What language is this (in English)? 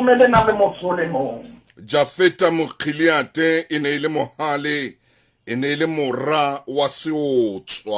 Southern Sotho